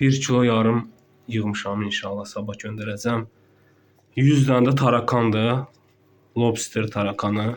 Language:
Azerbaijani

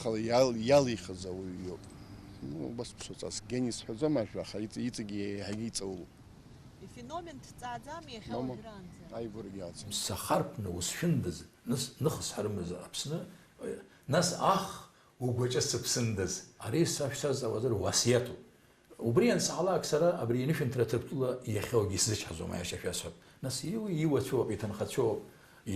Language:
Abkhazian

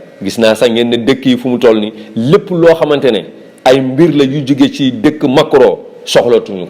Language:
Wolof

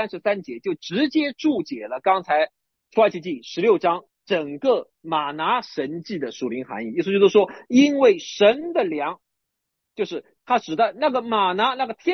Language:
Chinese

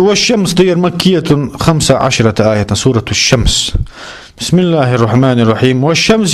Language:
Ingush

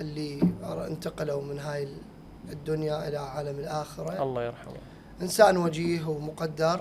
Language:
Mesopotamian Arabic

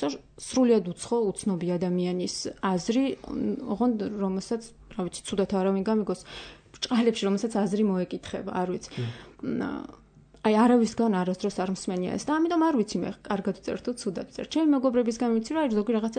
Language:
Georgian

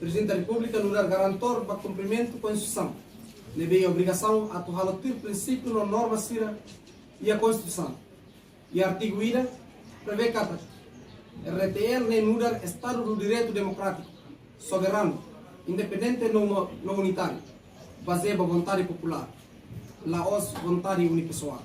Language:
Tetum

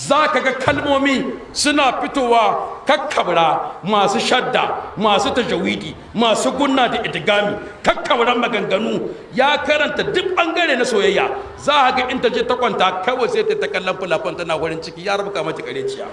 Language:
Hausa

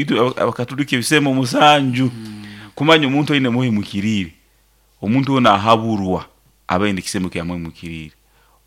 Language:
Nyoro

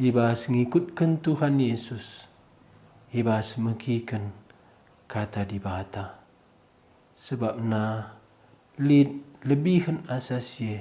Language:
Batak Karo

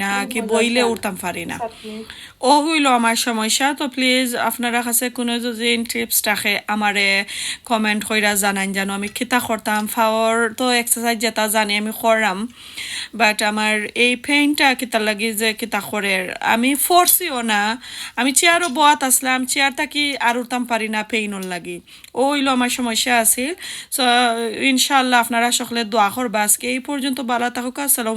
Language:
Sylheti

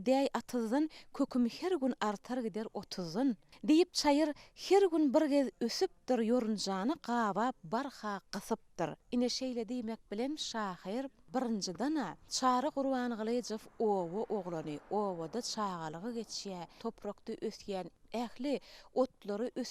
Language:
Turkmen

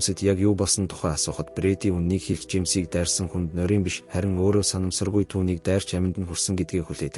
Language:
Mongolian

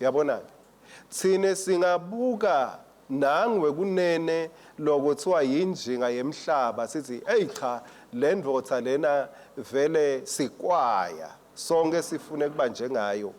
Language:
Swati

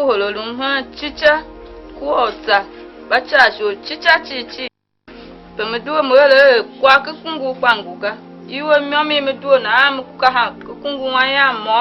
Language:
Tiv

